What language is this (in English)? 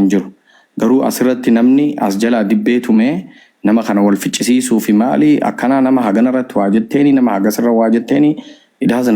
Oromo